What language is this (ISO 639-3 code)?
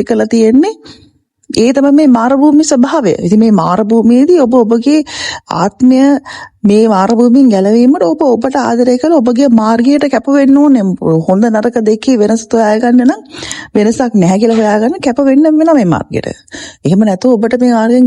sin